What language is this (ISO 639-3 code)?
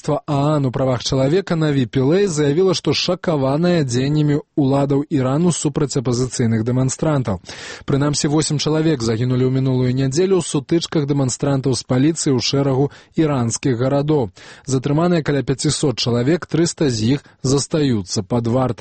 bel